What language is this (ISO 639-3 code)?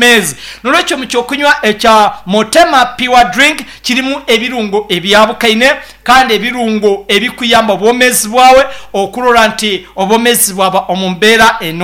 nyo